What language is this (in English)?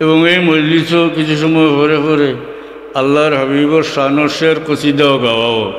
Sylheti